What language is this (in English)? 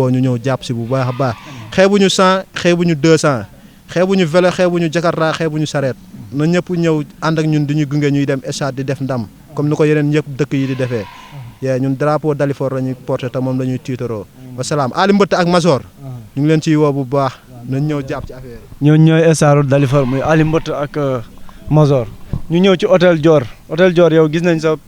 Wolof